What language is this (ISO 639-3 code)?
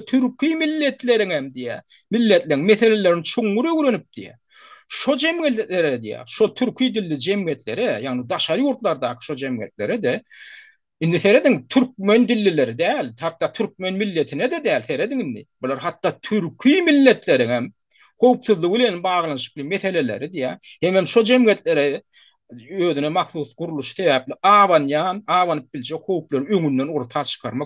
tuk